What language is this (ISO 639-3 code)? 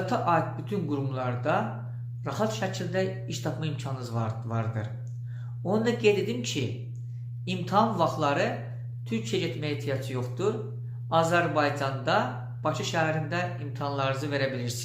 aze